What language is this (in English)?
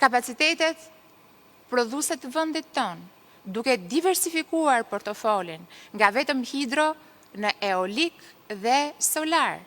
Albanian